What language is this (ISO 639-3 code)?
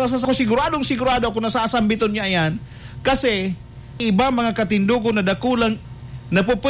bik